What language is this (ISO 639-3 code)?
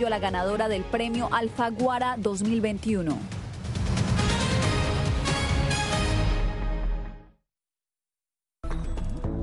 spa